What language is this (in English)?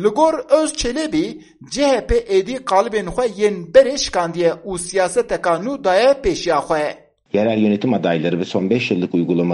Kurdish